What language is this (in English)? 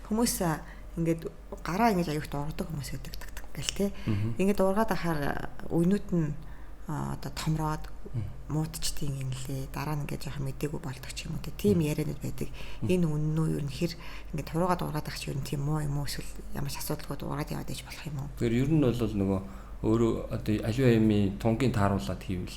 Mongolian